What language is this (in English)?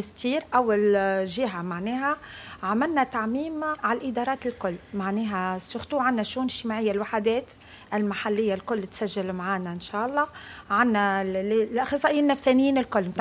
Tunisian Arabic